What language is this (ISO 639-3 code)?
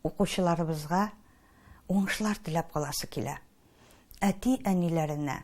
tat